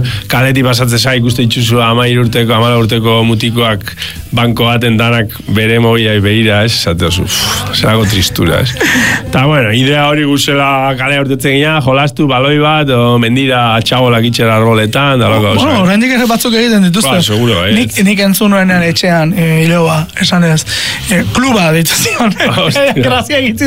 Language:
Basque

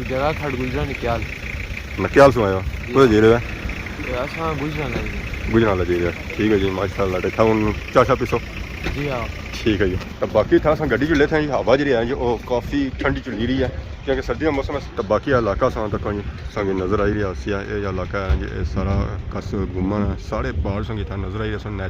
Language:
Pahari-Potwari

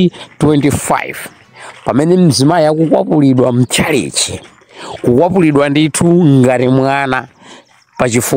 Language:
Nyanja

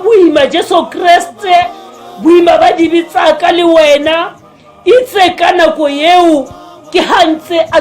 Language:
Tswana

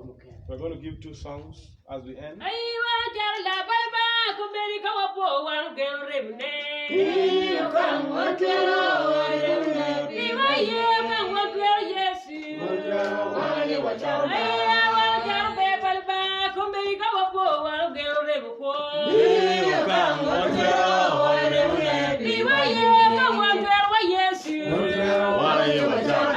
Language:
Acoli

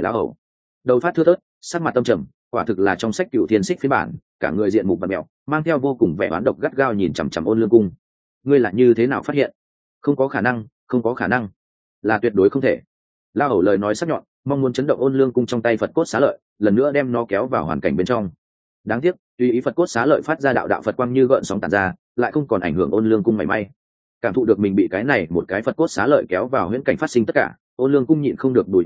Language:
Vietnamese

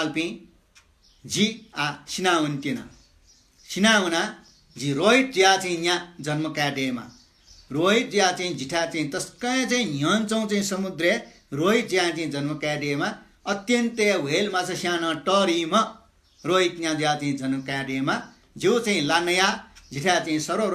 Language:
Newari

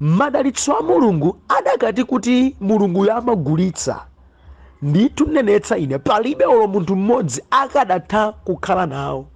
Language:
Nyanja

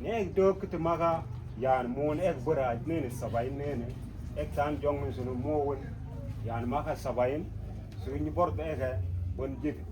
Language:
Mabaan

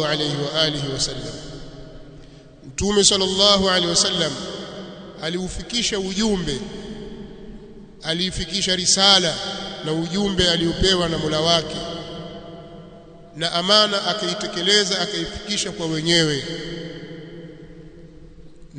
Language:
Swahili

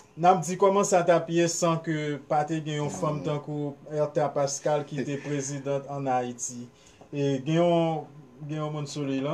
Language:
Haitian Creole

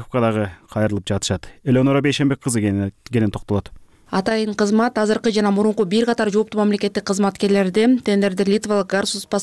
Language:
Kyrgyz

